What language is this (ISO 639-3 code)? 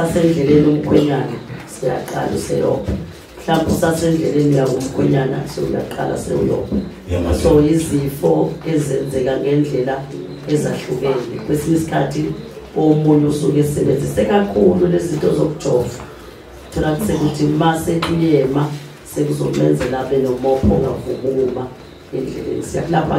zul